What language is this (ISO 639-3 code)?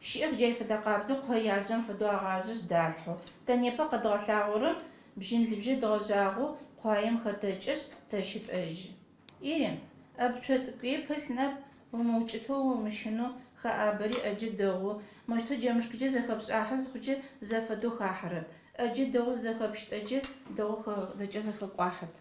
ady